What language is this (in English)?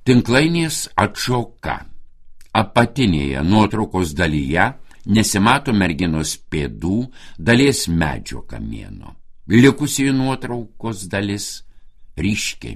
Lithuanian